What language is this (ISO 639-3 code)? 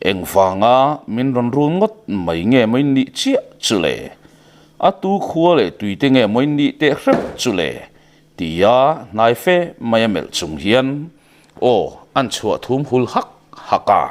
lus